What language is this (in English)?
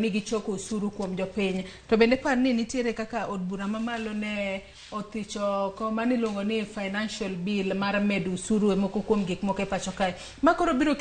Luo (Kenya and Tanzania)